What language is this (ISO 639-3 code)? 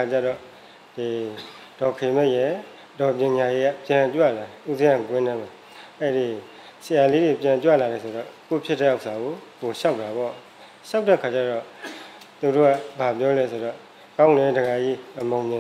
mya